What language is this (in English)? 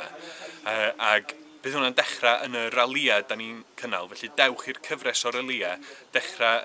Welsh